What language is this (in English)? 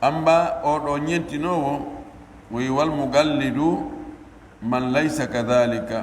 Pular